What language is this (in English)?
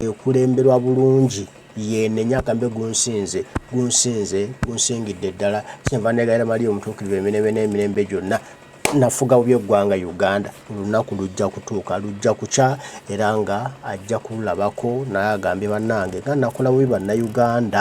Ganda